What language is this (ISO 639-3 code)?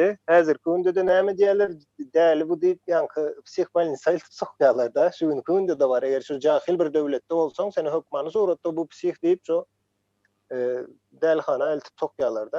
tuk